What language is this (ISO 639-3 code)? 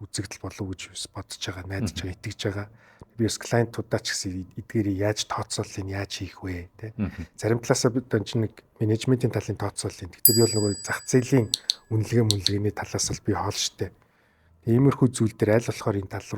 mon